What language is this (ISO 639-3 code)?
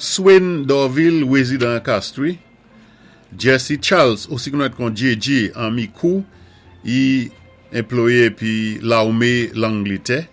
acf